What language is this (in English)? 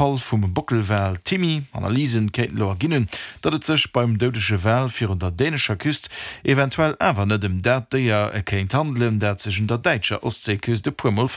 Luxembourgish